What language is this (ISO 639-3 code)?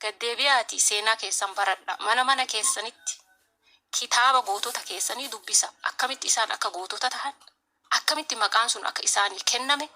orm